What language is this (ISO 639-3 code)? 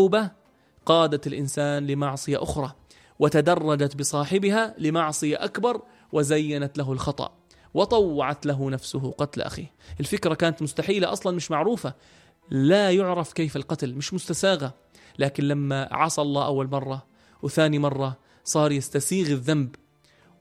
apc